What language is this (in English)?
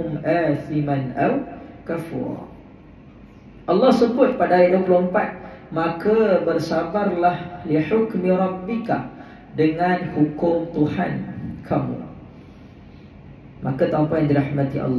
Malay